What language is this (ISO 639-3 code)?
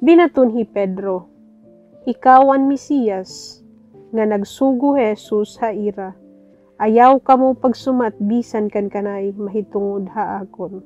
war